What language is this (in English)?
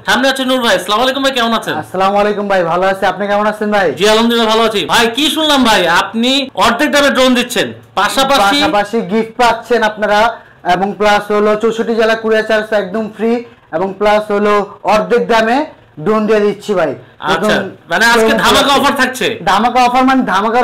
Bangla